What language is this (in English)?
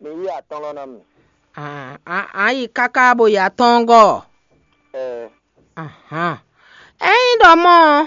Fon